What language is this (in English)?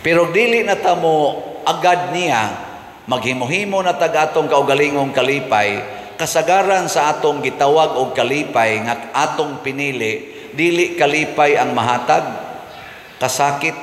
Cebuano